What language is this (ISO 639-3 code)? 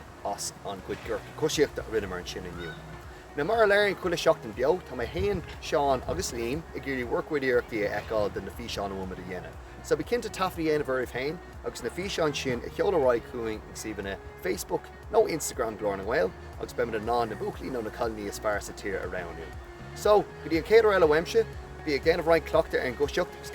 gle